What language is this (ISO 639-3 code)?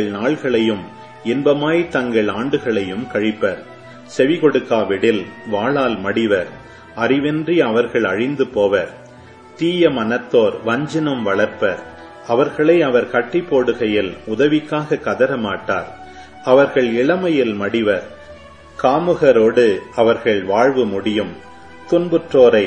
tam